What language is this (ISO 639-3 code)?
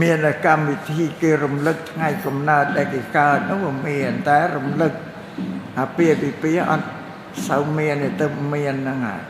khm